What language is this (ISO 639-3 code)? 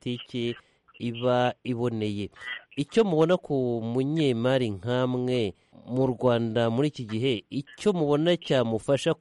kin